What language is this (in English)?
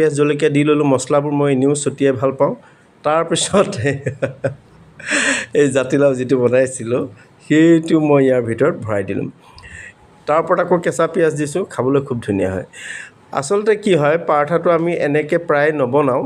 Assamese